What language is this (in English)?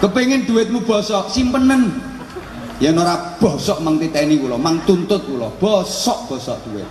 Javanese